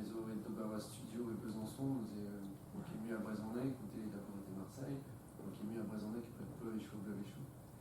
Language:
Breton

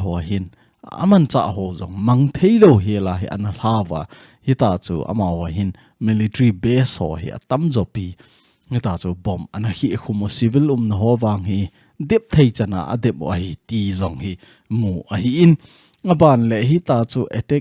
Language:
Thado Chin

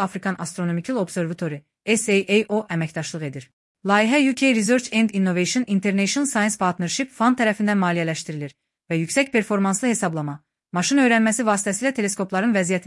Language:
Azerbaijani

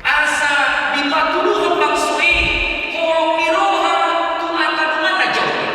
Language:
Batak Toba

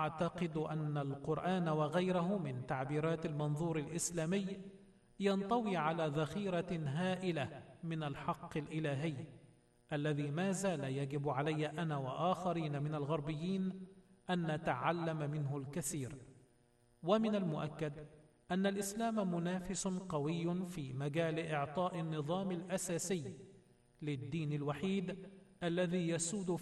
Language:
Arabic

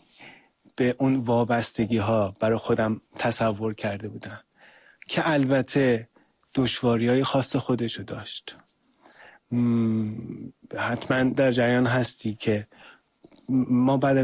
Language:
Persian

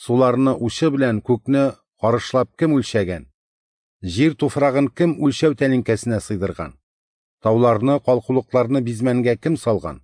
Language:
Tatar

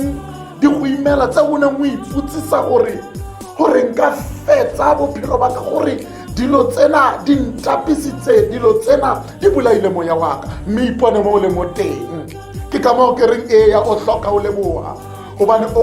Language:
Tswana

